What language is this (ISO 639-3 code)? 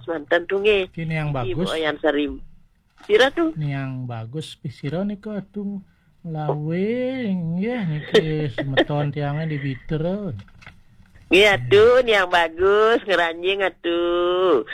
ban